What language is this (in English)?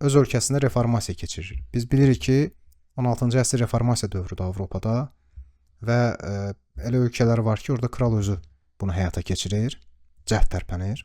Azerbaijani